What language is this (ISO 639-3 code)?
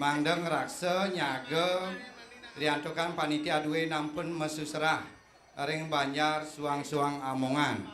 ban